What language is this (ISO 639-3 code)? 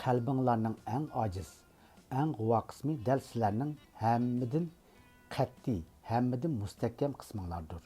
uig